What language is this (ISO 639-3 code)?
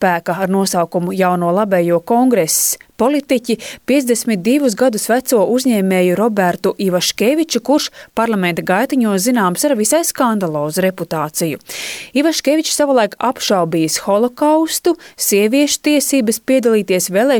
lav